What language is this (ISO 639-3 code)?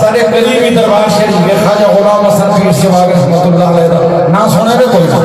skr